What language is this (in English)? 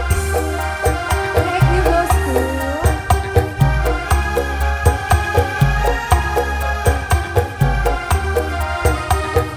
Indonesian